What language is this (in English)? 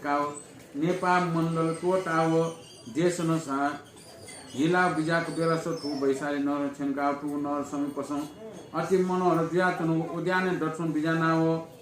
Newari